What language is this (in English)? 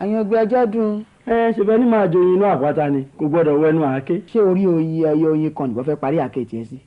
Yoruba